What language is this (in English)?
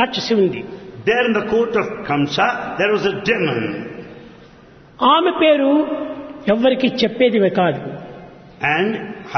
Telugu